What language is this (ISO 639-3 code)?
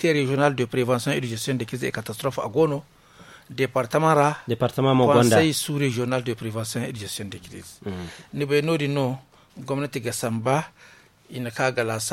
dje